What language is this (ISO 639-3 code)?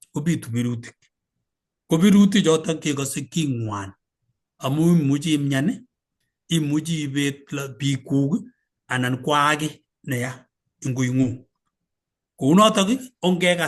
kln